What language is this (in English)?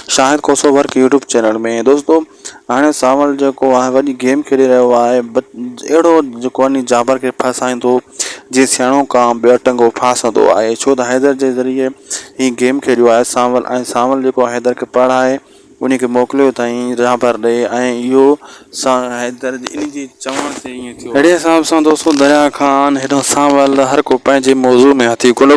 Sindhi